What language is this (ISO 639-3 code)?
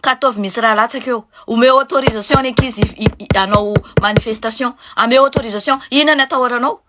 mlg